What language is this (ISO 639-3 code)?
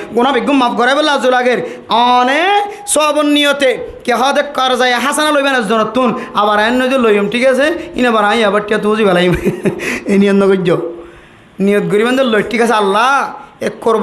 rhg